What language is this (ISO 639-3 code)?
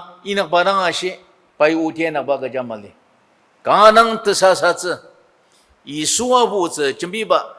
njo